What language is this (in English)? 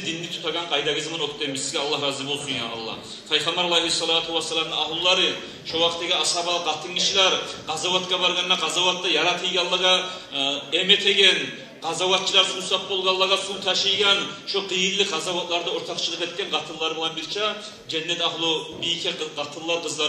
Kumyk